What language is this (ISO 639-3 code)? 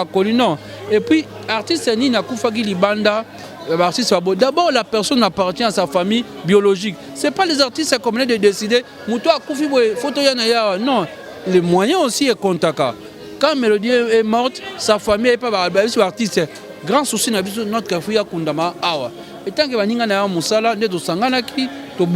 lin